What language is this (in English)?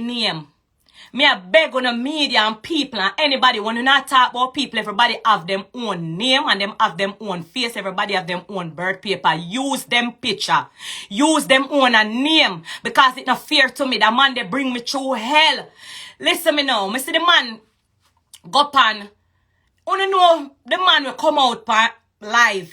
Jamaican Creole English